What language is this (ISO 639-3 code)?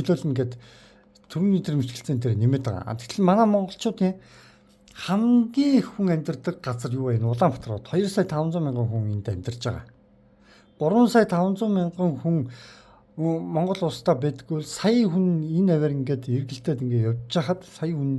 mon